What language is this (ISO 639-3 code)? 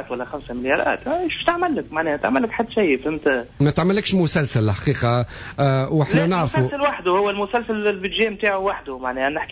aeb